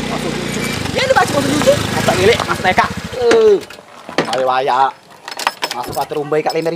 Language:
Musi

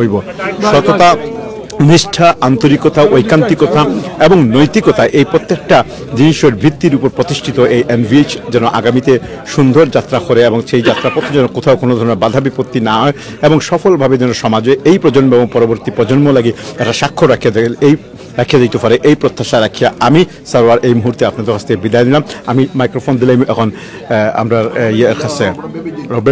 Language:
Sylheti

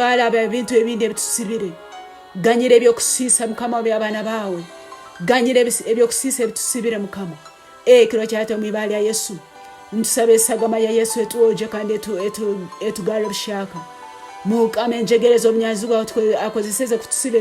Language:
Tooro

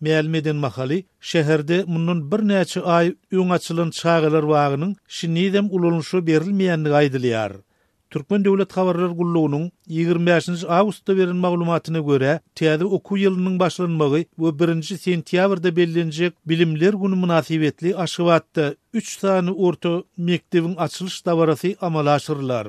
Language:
Turkmen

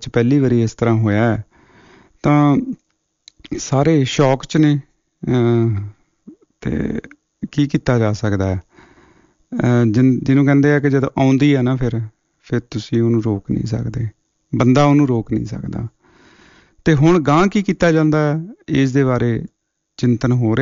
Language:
Punjabi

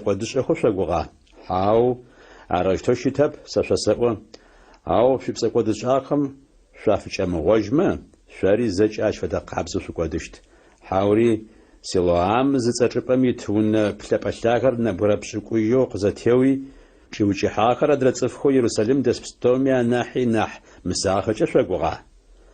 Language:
Adyghe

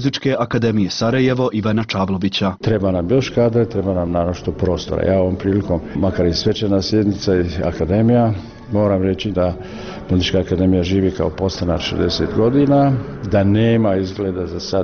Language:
Bosnian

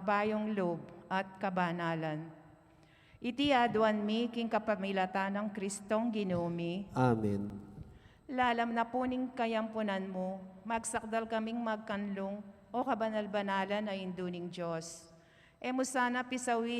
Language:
Pampanga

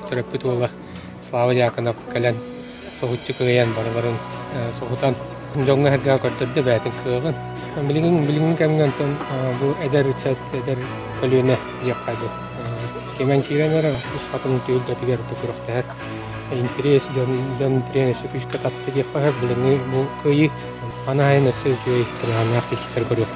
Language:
Yakut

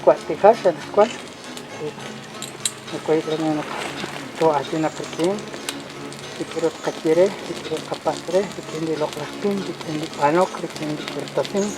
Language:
Kekchí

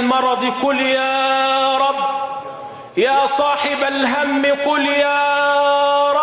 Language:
Arabic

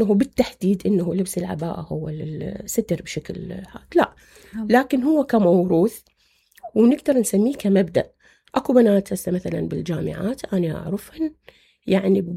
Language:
Mesopotamian Arabic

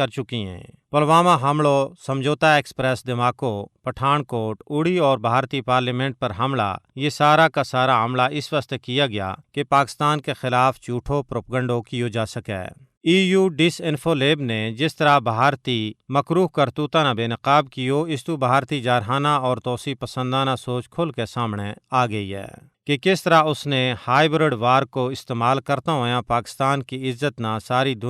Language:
Gujari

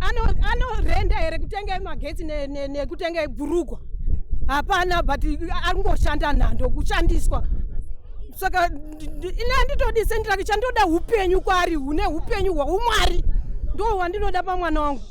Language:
Shona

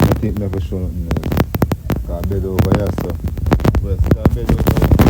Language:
Jamaican Creole English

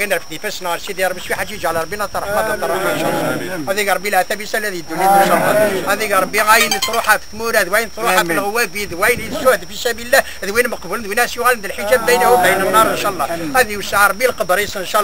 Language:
Kabyle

